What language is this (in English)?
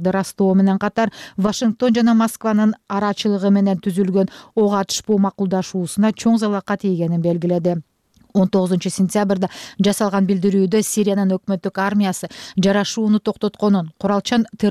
Kyrgyz